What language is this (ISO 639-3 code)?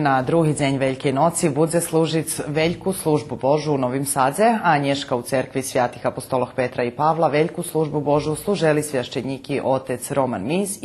rue